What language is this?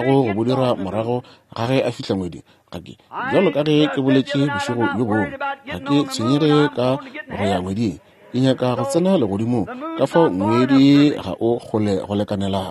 Northern Sotho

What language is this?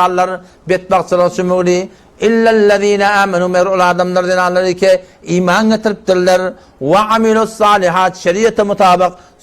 Turkmen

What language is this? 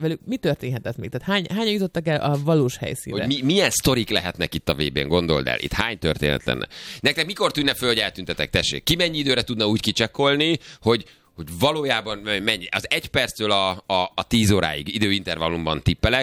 Hungarian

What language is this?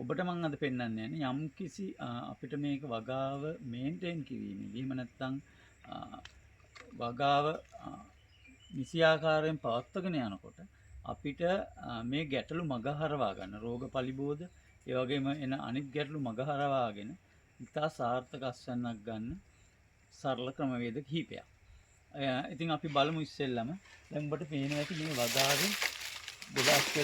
Sinhala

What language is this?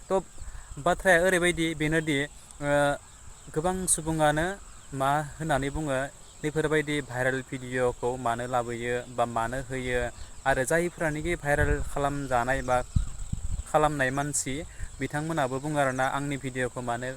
Bodo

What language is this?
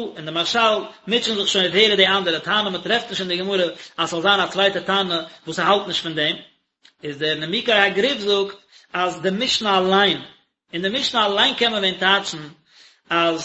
Yiddish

